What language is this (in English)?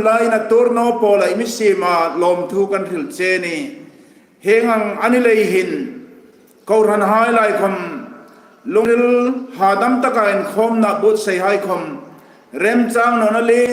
Hmar